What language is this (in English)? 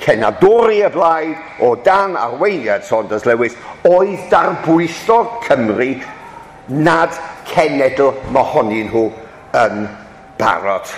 Welsh